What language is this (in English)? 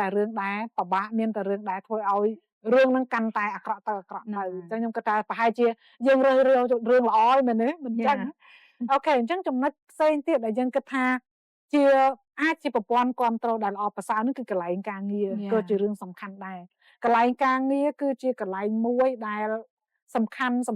Khmer